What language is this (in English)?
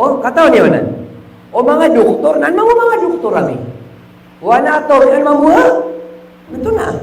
Maranao